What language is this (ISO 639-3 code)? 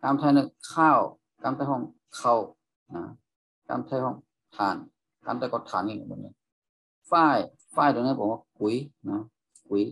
shn